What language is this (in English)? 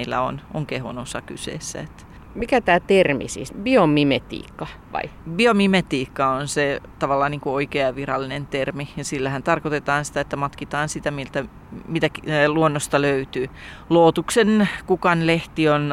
Finnish